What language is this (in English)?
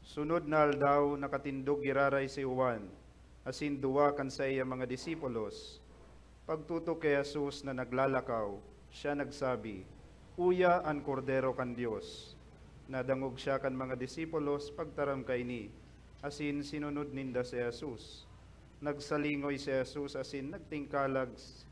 Bikol